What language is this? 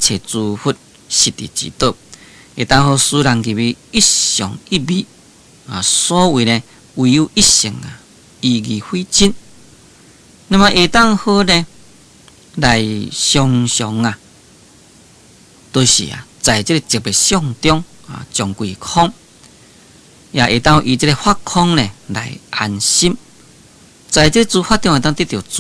Min Nan Chinese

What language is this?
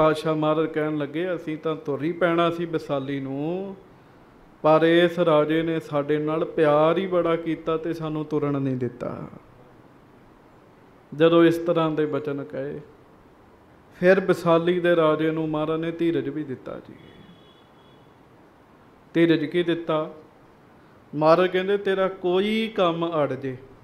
Punjabi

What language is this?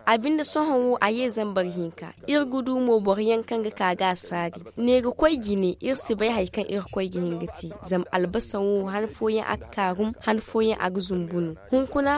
Zarma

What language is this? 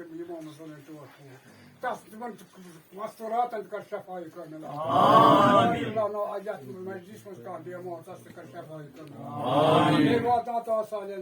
Kashmiri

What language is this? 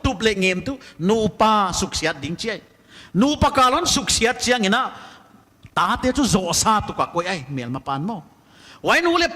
Paite Chin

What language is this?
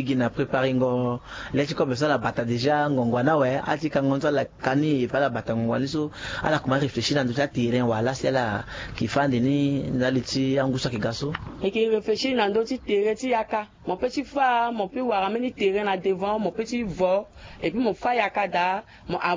Sango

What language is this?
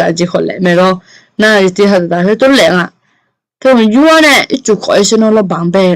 Akha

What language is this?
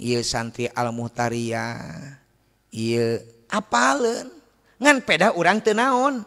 Sundanese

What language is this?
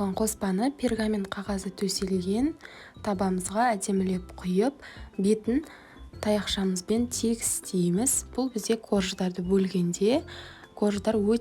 Kazakh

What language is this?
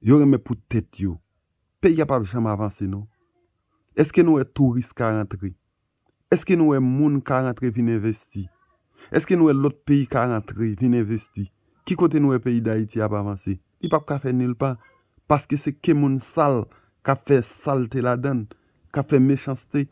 Haitian Creole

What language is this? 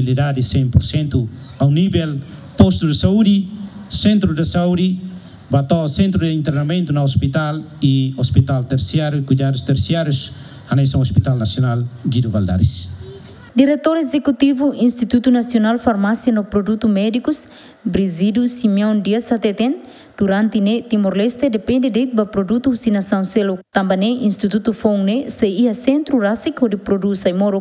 Tetum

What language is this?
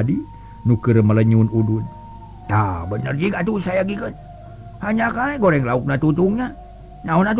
Sundanese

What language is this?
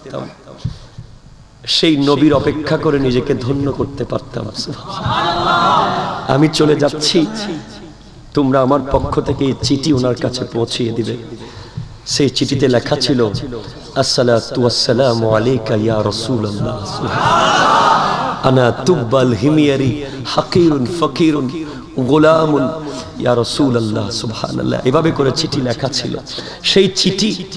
Bangla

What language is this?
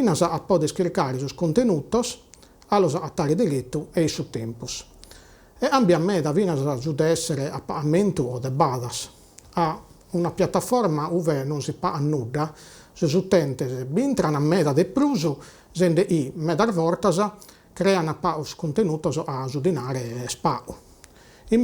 Sardinian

